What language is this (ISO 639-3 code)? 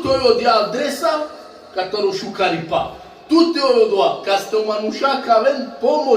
rmn